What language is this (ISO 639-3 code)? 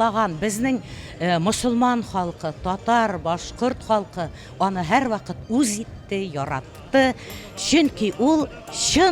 tat